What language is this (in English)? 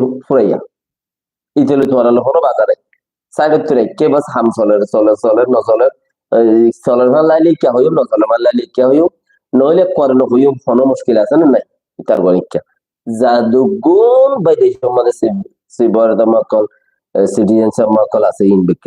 Rohingya